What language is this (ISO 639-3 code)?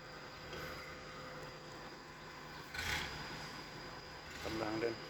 lao